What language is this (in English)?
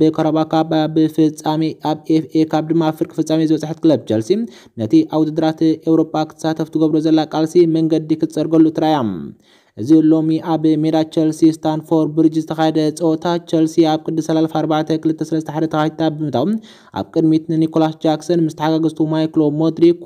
Tigrinya